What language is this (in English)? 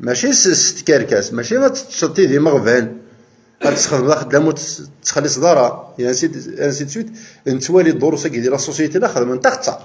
Kabyle